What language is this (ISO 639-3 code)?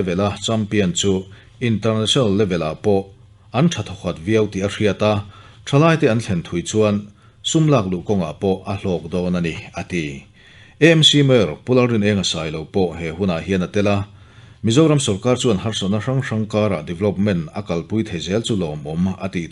lus